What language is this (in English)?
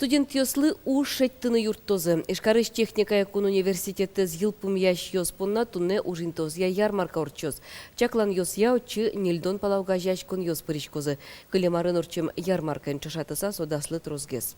Udmurt